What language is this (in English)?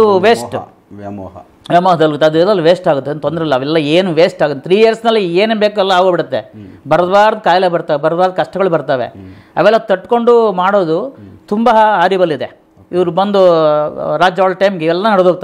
Kannada